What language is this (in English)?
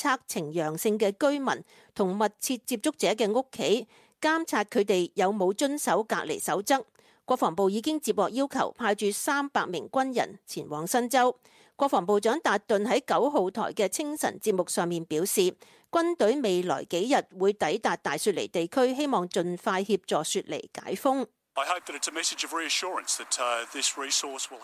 Cantonese